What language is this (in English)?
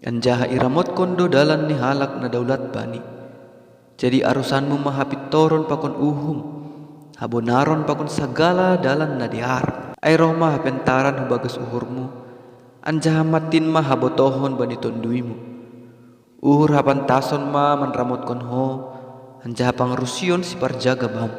Batak Simalungun